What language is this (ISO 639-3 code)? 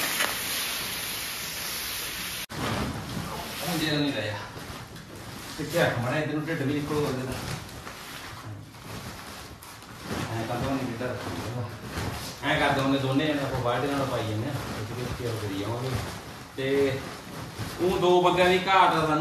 pan